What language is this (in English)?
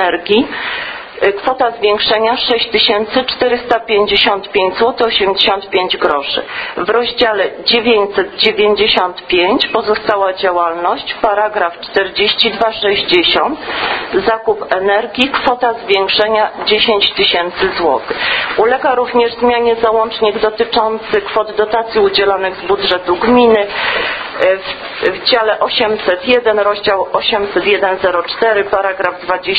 Polish